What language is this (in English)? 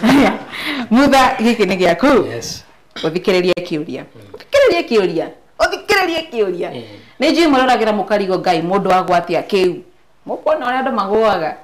Kikuyu